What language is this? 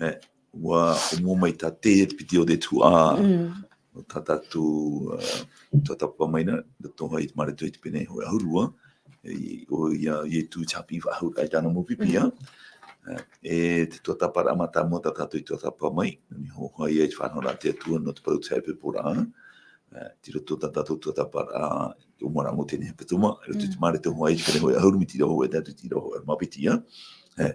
Tahitian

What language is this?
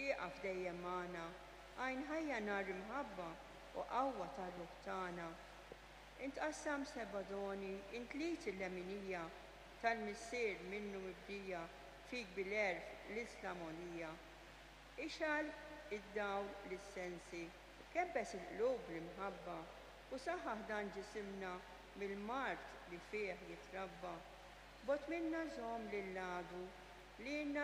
Maltese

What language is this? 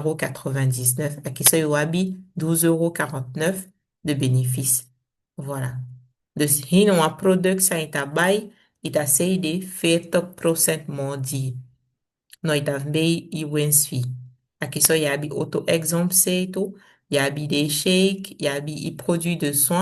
Saramaccan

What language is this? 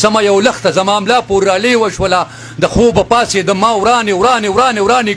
Pashto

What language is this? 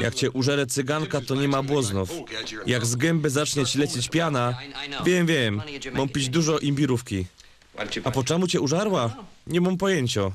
Silesian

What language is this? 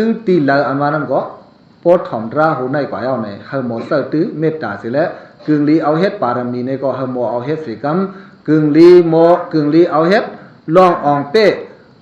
Shan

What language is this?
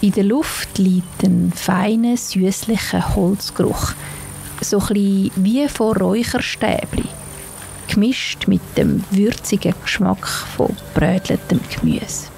Swiss German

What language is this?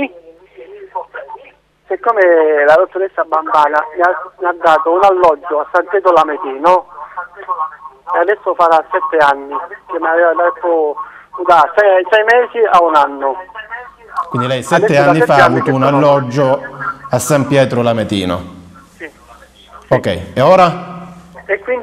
Italian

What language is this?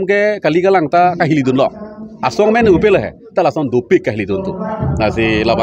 Karbi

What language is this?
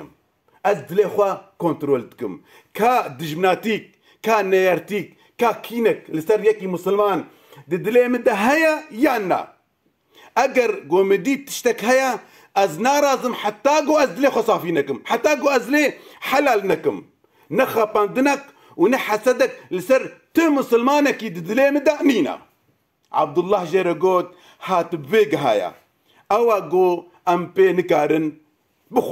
Kurdish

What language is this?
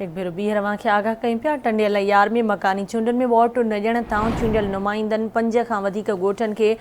Sindhi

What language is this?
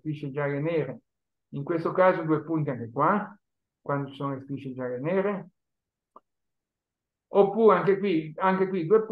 Italian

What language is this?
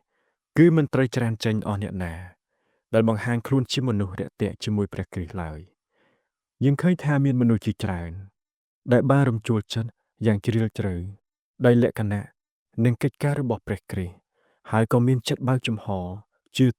Khmer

